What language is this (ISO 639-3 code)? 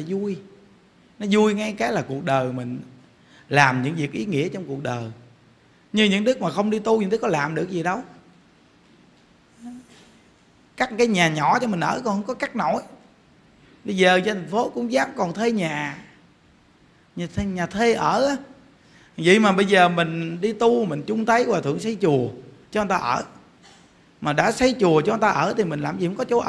vie